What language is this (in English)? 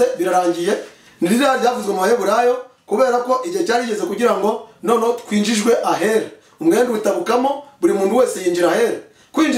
Kinyarwanda